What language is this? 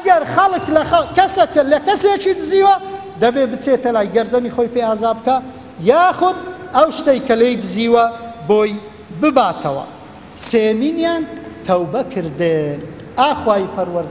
Central Kurdish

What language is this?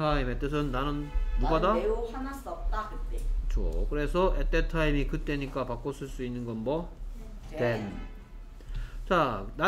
Korean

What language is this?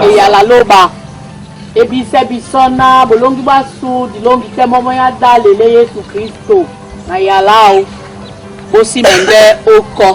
Duala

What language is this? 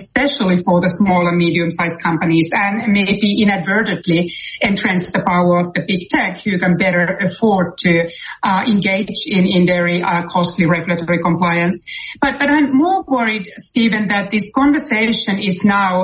English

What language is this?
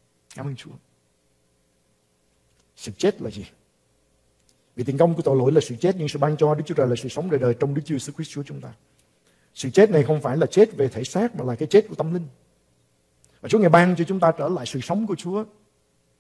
Vietnamese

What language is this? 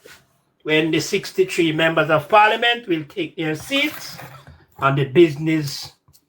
Jamaican Creole English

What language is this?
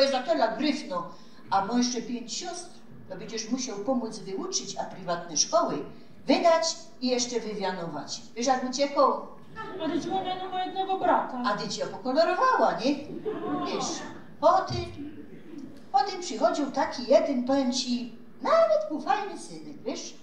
Silesian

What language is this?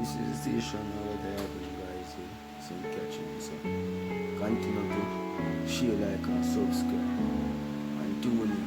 Jamaican Creole English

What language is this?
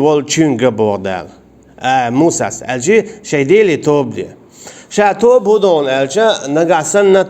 Chechen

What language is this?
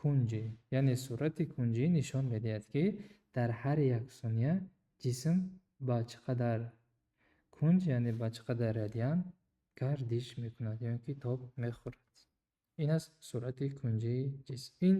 Tajik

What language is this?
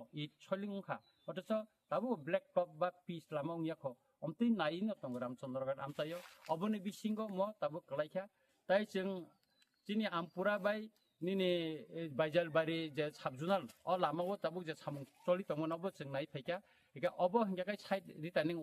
Kok Borok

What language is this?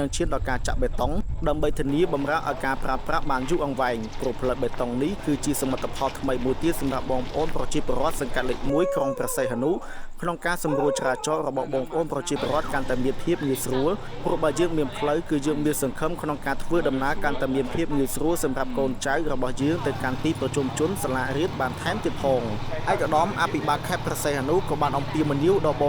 Khmer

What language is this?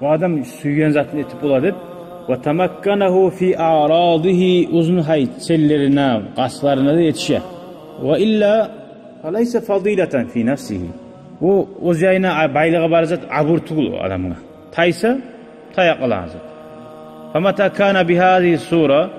Kumyk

